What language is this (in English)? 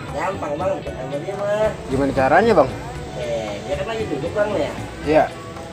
Betawi